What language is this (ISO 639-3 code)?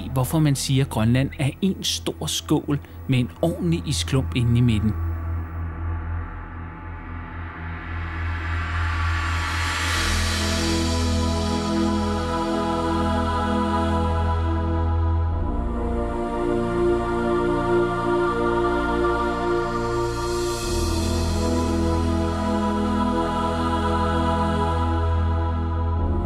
dan